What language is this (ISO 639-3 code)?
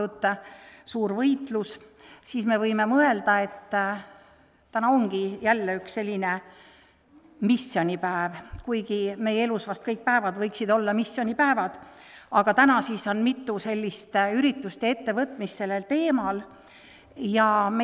est